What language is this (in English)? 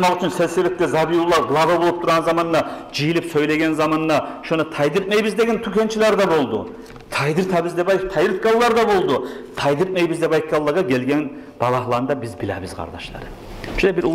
Kumyk